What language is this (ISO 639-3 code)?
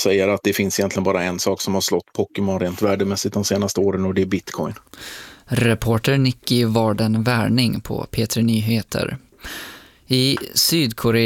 swe